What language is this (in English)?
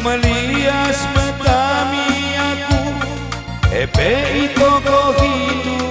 Batak Karo